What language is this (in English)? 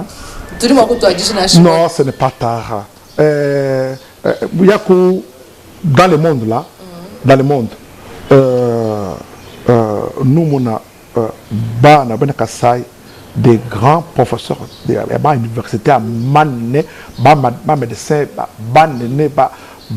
Luba-Lulua